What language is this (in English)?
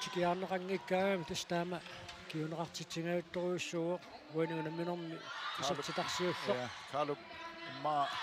Kalaallisut